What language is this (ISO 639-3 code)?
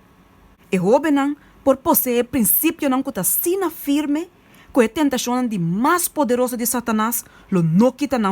pap